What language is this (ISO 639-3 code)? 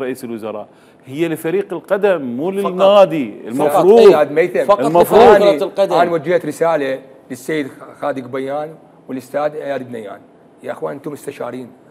acm